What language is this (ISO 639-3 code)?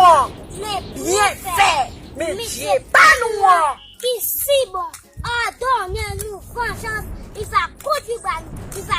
hat